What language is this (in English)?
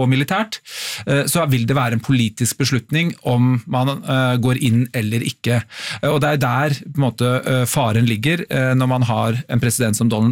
Norwegian